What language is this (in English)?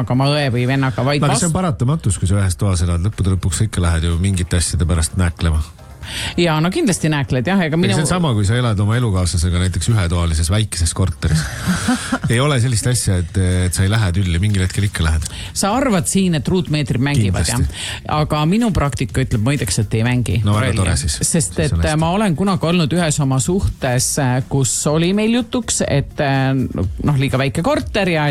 Estonian